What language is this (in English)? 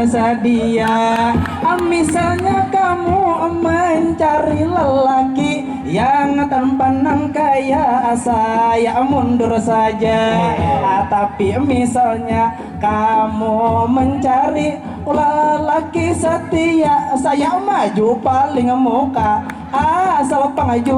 Banjar